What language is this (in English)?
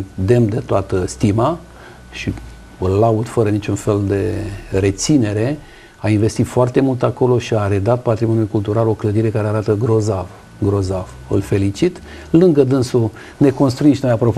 Romanian